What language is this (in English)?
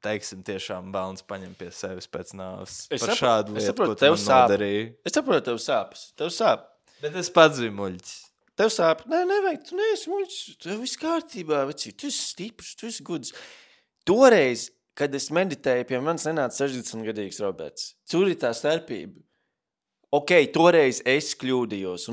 Latvian